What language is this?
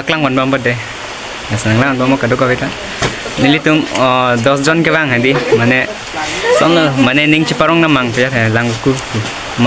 Karbi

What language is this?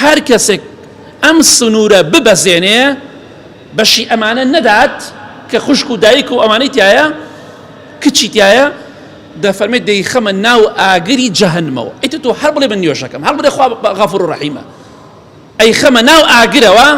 Central Kurdish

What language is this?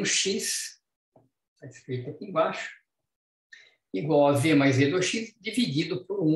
Portuguese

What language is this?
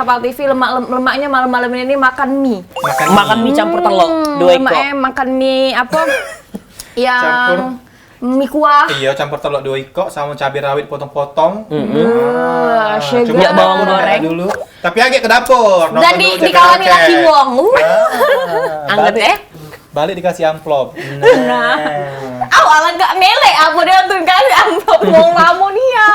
Musi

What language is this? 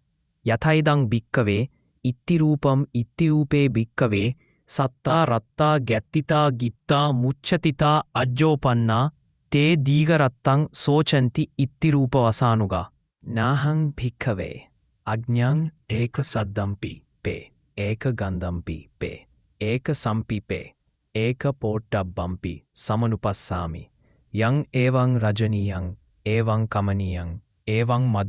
Sinhala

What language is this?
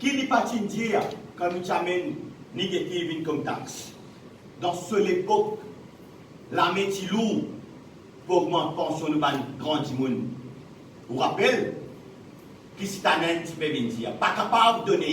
Morisyen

